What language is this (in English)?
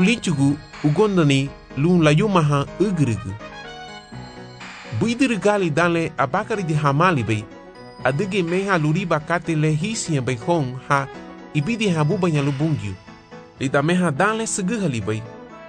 Garifuna